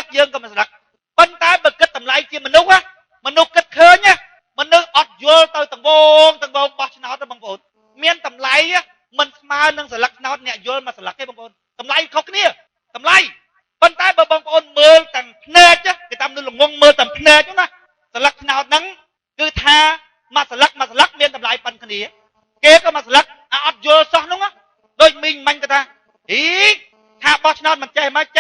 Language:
Khmer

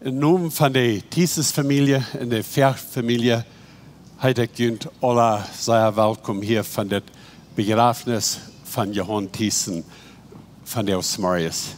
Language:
Plautdietsch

